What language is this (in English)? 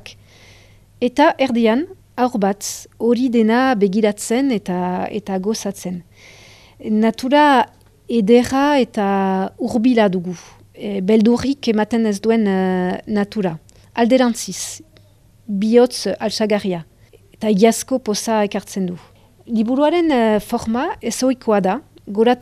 Basque